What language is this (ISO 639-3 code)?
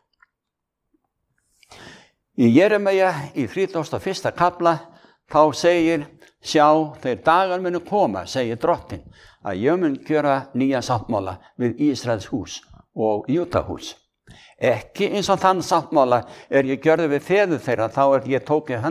isl